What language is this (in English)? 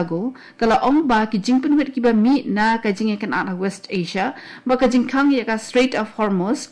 Khasi